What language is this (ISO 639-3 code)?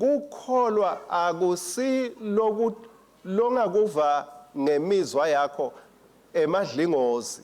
ssw